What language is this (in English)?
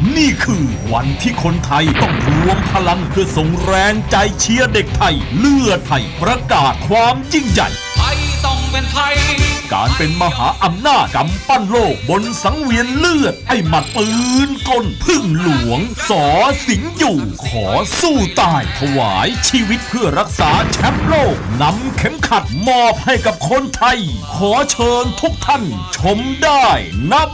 Thai